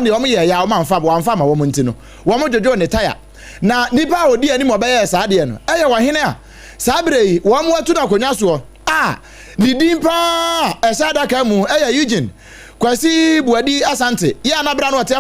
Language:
Akan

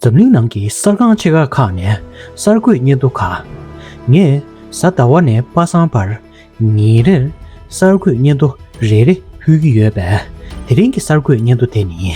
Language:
Tibetan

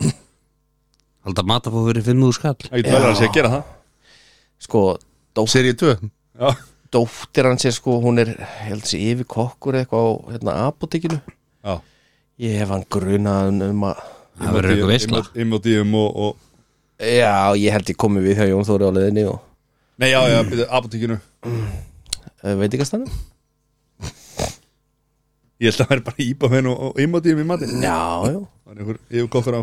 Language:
Icelandic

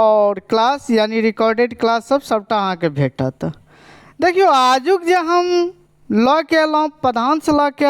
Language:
Maithili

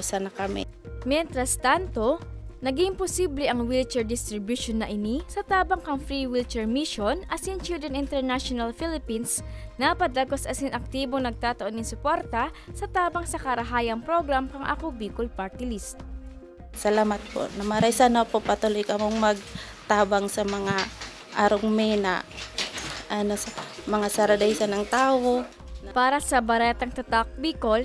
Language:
Bikol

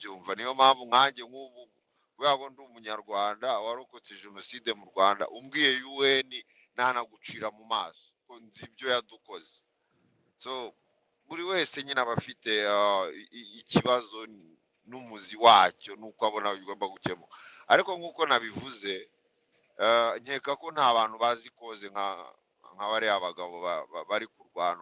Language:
Kinyarwanda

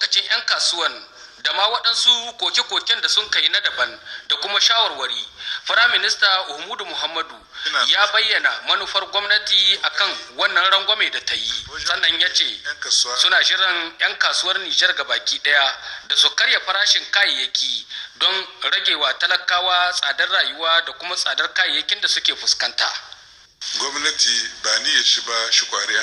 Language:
Hausa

